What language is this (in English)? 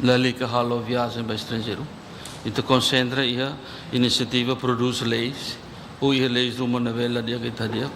Tetum